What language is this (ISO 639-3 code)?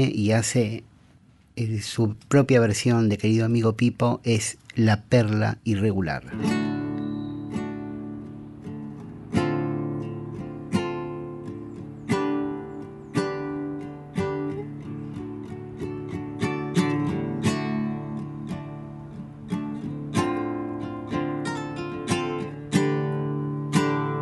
spa